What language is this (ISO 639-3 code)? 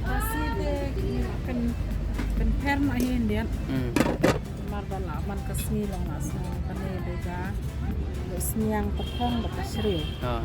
kha